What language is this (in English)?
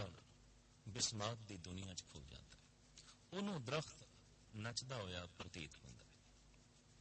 Punjabi